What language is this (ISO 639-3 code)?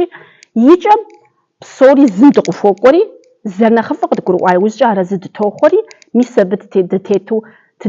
kbd